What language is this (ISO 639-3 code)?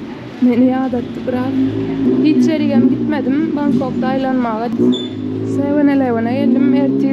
tuk